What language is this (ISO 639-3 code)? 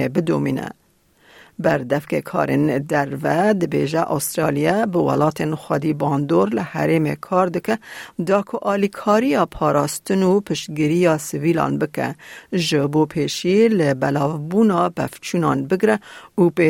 kur